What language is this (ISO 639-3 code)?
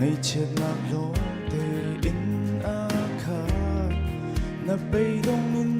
cnh